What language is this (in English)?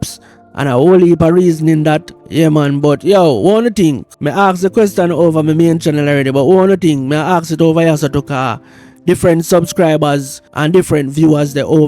Jamaican Creole English